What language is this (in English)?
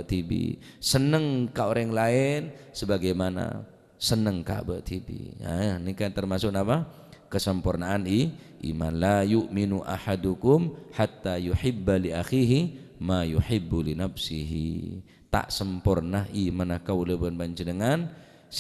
Madurese